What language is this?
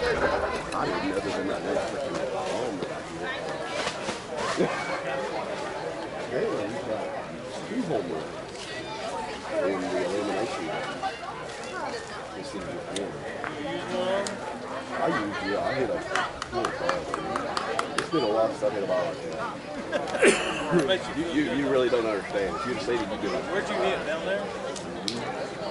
English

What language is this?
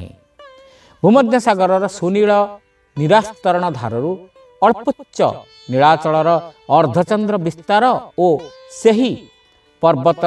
Odia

